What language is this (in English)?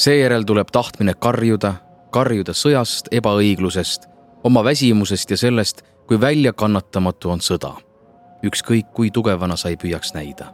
Estonian